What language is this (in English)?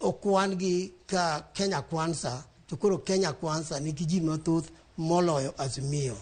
Luo (Kenya and Tanzania)